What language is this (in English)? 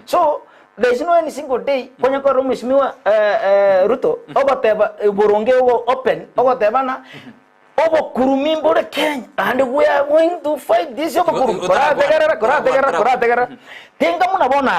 Gusii